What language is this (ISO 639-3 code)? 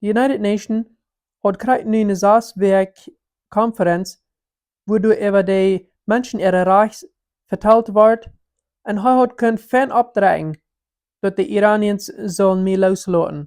pdt